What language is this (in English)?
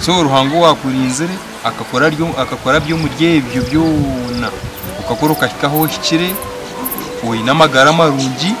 Nyankole